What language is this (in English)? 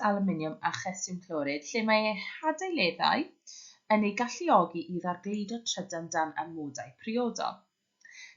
Welsh